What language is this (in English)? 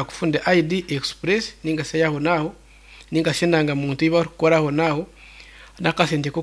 Nyankole